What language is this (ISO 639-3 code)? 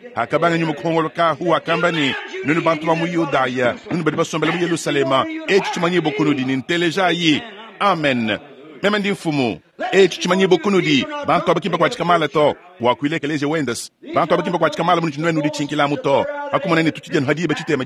lua